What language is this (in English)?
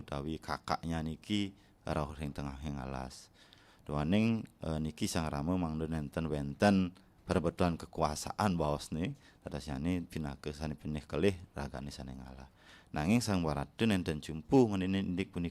Balinese